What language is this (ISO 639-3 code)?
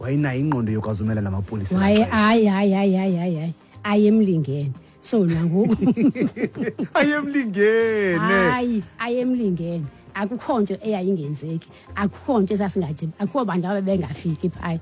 xho